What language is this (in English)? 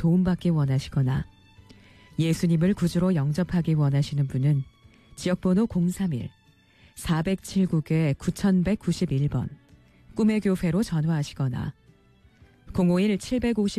Korean